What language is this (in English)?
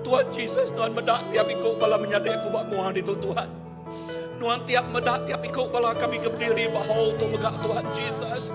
Iban